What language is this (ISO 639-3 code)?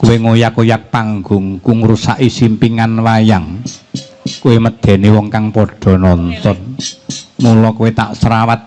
jav